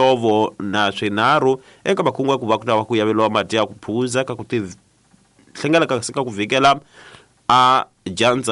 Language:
Tsonga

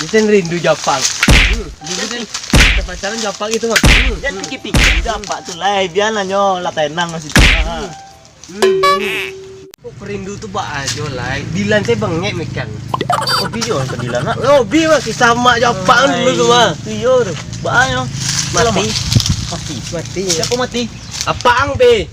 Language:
Minangkabau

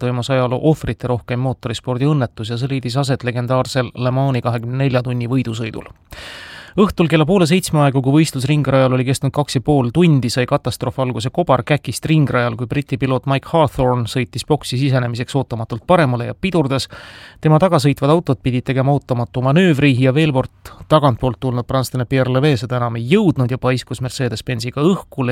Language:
Estonian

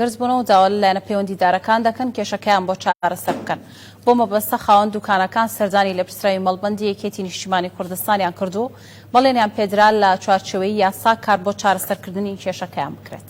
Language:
Central Kurdish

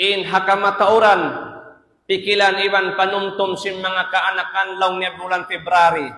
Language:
Tausug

